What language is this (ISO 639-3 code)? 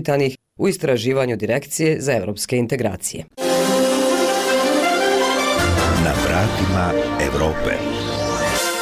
bos